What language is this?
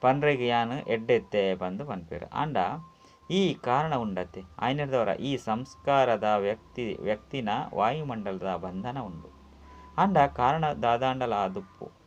Tulu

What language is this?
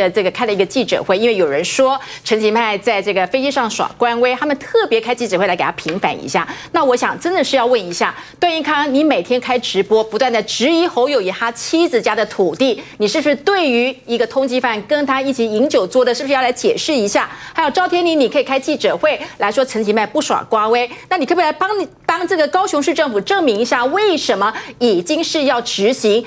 Chinese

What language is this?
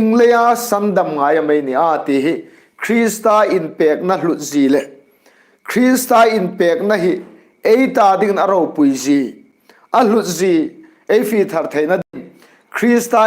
Hmar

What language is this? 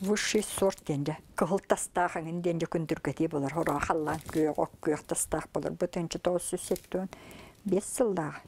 Yakut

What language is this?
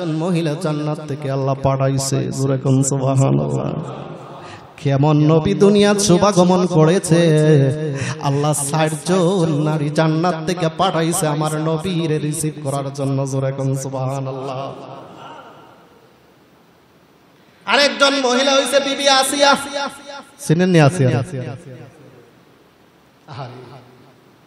Bangla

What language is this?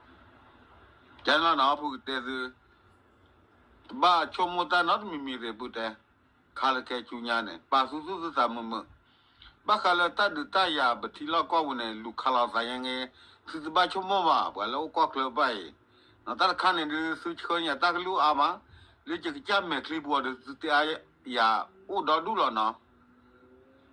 S'gaw Karen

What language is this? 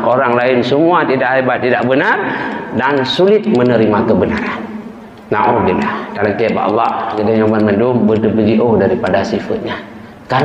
Achinese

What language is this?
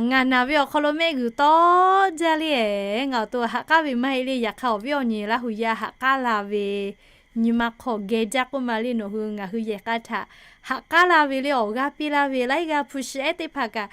Lahu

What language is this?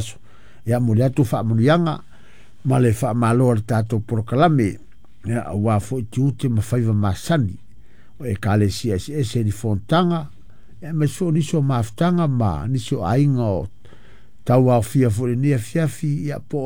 Samoan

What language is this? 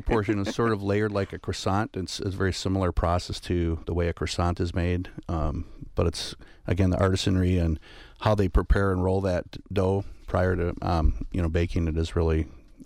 English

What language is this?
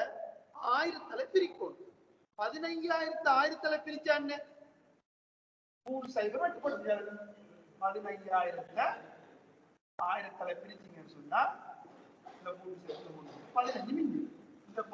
Tamil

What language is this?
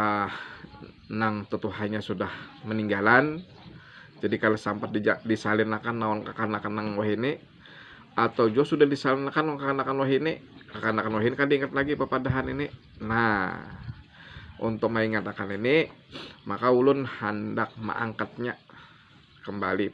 Banjar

